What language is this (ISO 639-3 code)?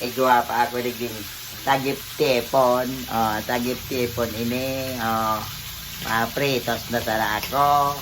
bik